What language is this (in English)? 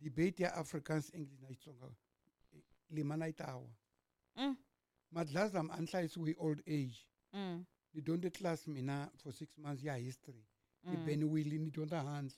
Tsonga